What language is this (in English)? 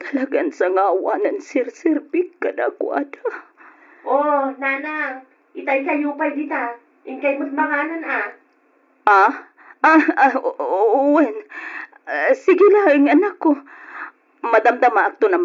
Iloko